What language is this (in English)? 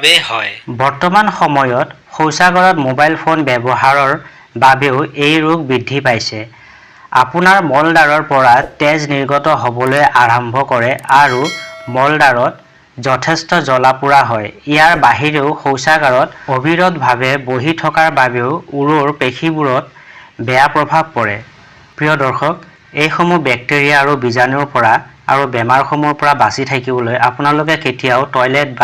Assamese